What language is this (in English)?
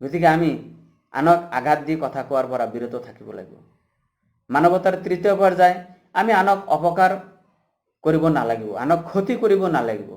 Assamese